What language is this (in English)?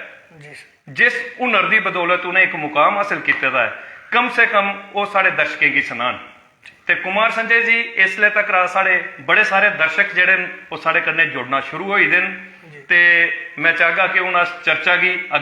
Dogri